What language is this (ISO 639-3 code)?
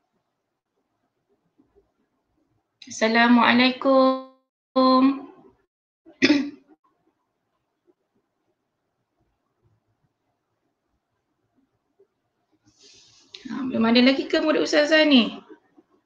msa